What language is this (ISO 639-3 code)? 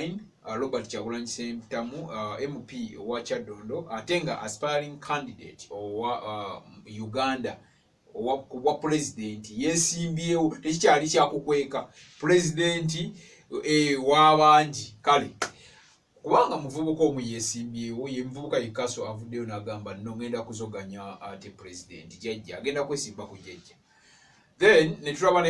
lug